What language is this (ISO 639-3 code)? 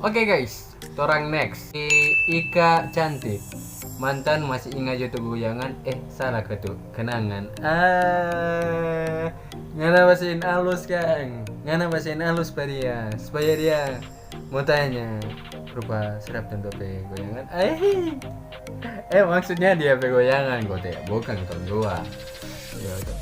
xmm